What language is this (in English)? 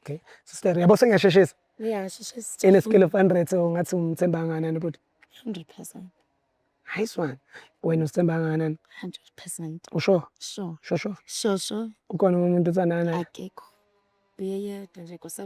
Zulu